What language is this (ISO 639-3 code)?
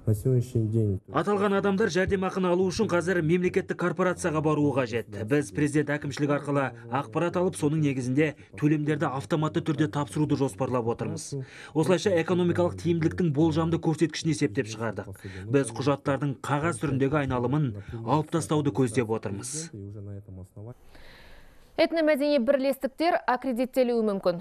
kaz